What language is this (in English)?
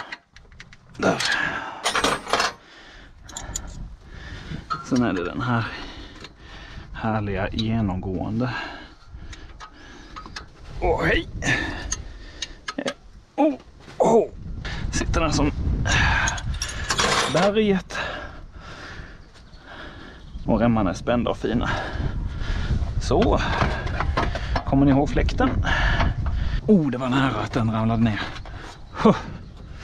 Swedish